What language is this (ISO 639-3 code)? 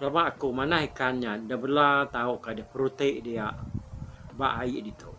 iba